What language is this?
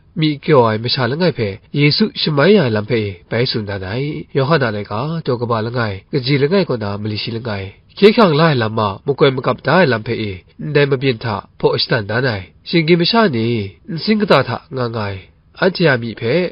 Kachin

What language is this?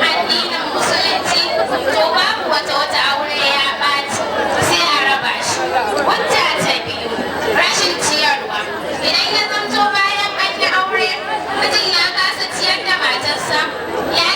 Hausa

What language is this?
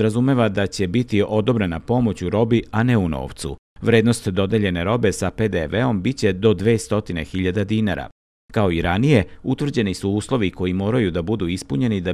Serbian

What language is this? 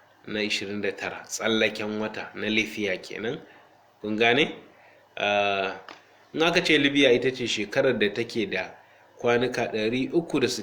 Hausa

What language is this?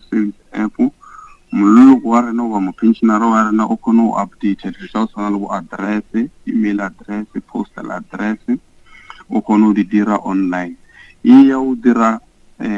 Northern Sotho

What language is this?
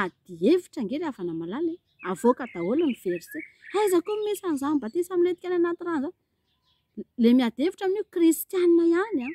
Malagasy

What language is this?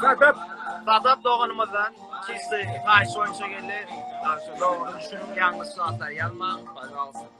Turkmen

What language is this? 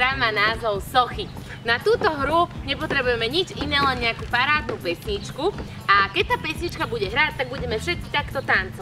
Slovak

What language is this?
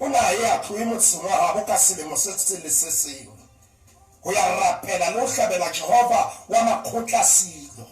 Southern Sotho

